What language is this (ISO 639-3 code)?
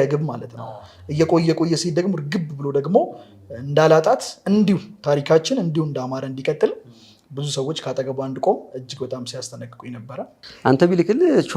amh